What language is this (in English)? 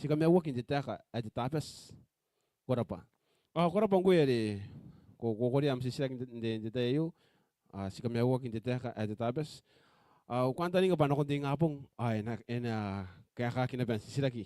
Gilbertese